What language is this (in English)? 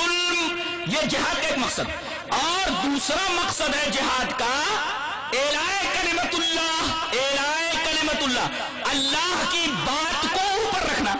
Urdu